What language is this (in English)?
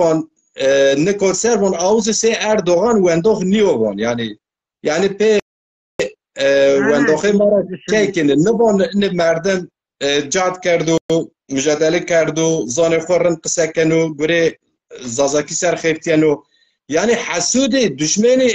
Zaza